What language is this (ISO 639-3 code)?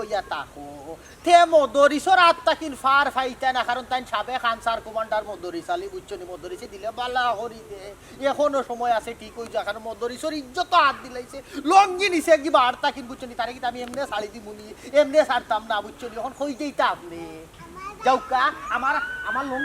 syl